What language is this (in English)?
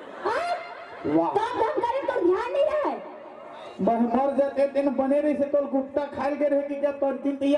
Chhattisgarhi